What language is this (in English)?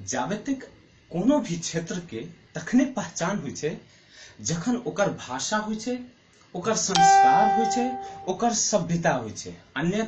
Maithili